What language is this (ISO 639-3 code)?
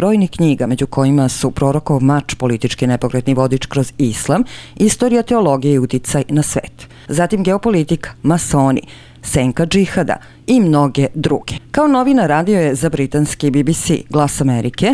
srp